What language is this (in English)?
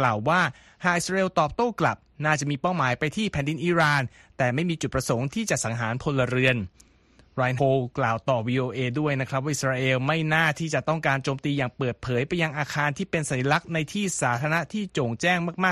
Thai